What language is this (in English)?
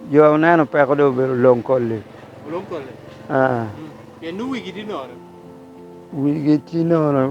Lango (Uganda)